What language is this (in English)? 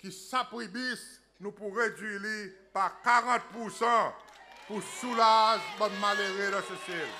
Seselwa Creole French